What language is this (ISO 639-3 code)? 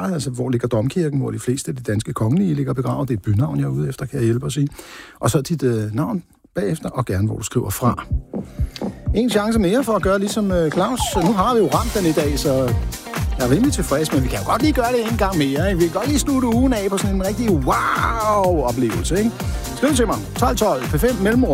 dan